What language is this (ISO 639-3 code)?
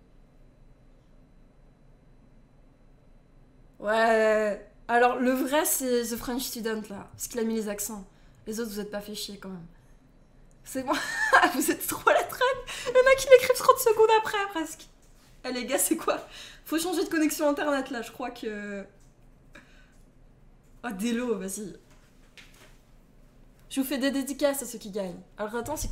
fra